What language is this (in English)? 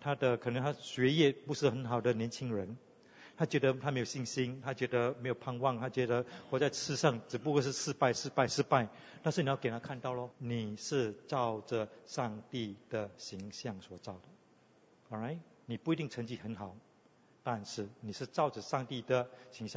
Chinese